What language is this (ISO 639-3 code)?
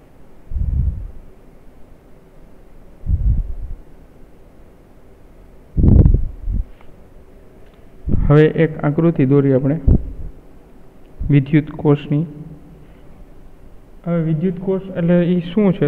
guj